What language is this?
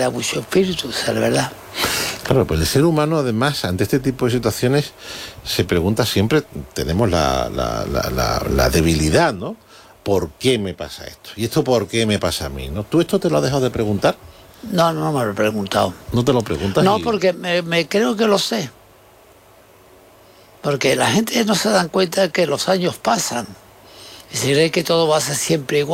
Spanish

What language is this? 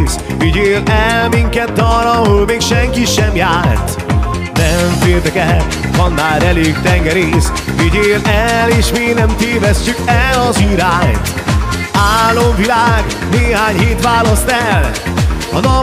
Hungarian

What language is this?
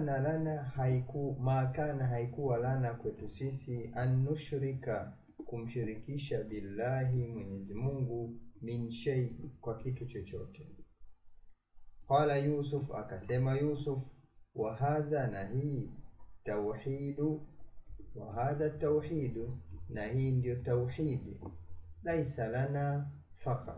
Swahili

